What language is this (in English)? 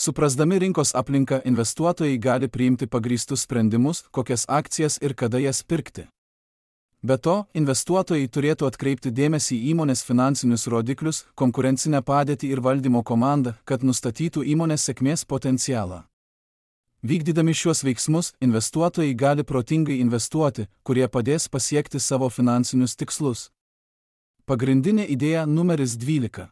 Lithuanian